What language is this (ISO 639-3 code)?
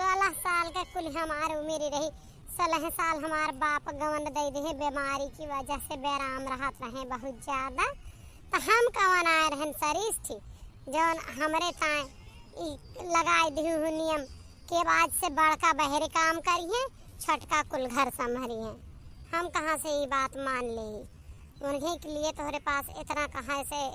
awa